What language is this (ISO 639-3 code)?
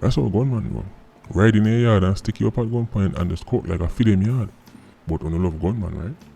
jam